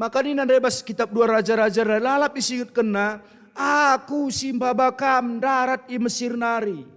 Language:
Batak Karo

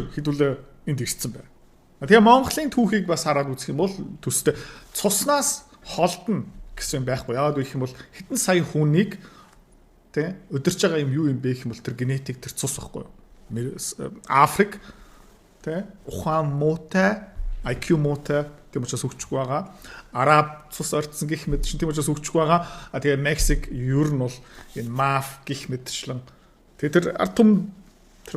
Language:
Mongolian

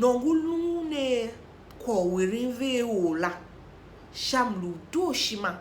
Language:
Tiv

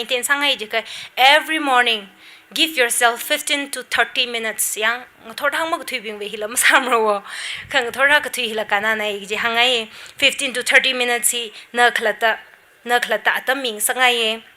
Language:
Tangkhul Naga (India)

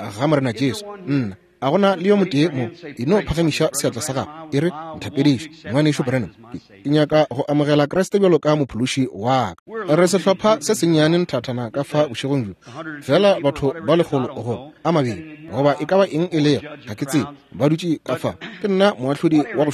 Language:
Northern Sotho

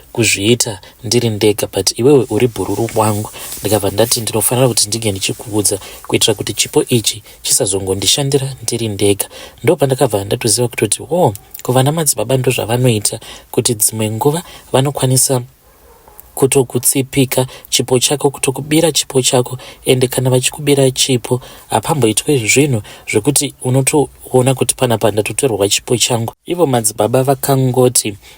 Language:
Shona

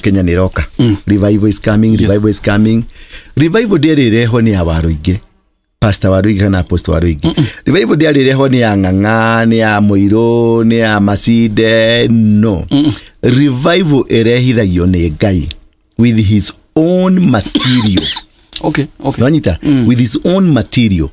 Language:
Kikuyu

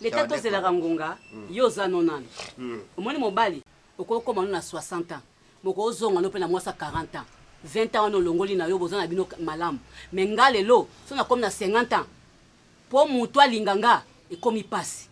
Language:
Lingala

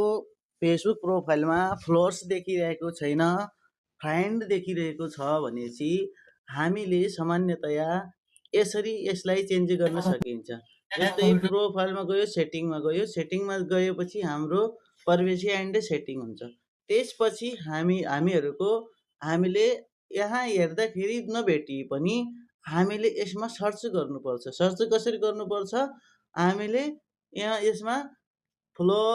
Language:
Nepali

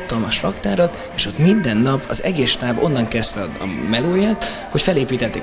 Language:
Hungarian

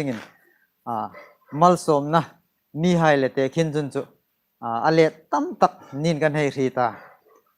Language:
Hmar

